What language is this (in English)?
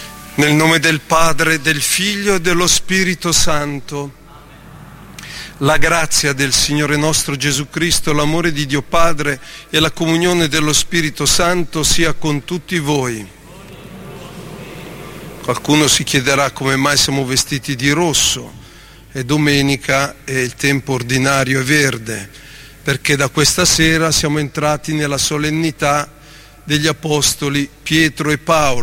Italian